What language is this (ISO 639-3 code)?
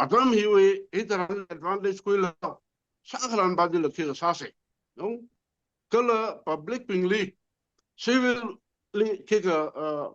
nmf